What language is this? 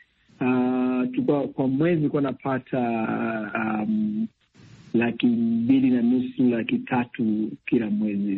Swahili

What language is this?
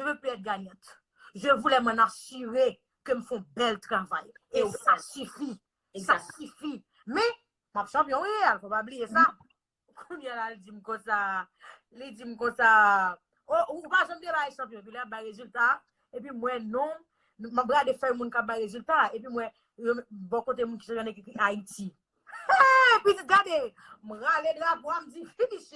Haitian Creole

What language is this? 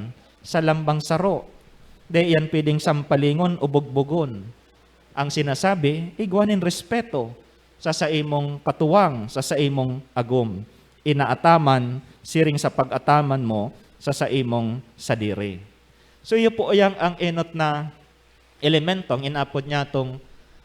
Bikol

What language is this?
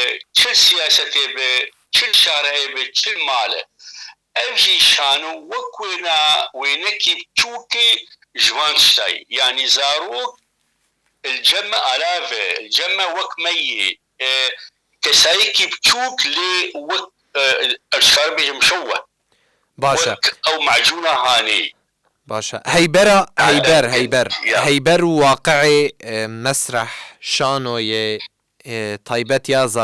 Kurdish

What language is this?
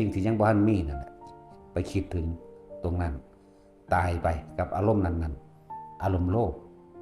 Northeastern Thai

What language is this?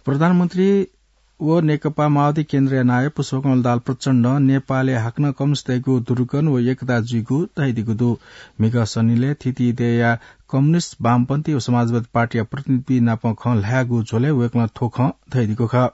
Newari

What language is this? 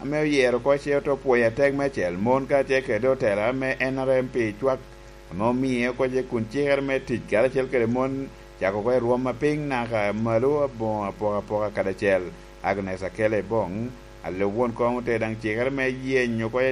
Lango (Uganda)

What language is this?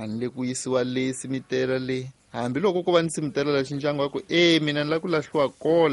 Tsonga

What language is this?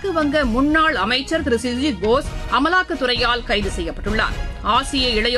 Tamil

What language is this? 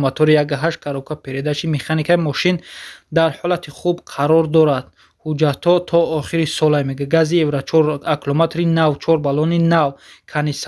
Tajik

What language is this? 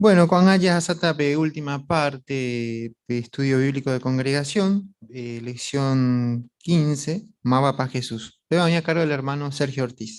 Guarani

